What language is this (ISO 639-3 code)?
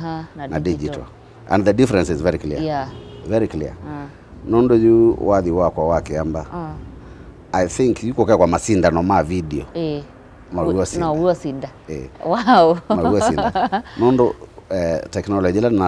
kam